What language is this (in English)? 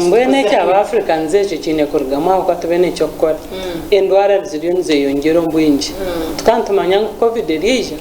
Nyankole